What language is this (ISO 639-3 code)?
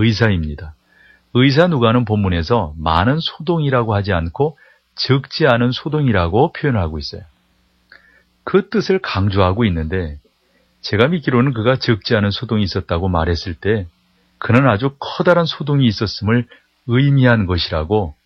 kor